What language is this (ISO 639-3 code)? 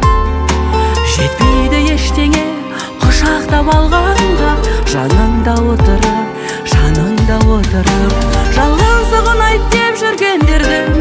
kaz